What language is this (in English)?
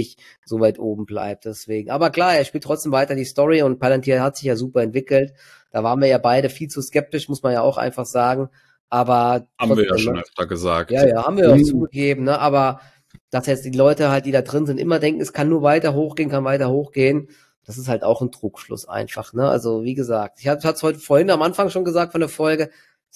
German